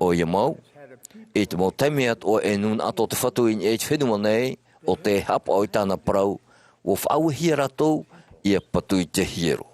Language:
Tahitian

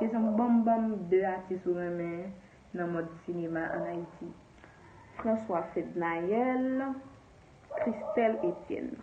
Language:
Haitian Creole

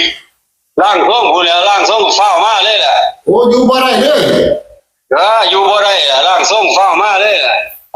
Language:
Northeastern Thai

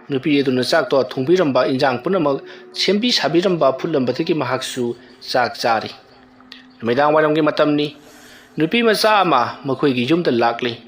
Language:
Manipuri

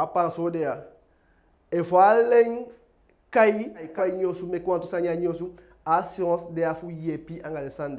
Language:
Eastern Maroon Creole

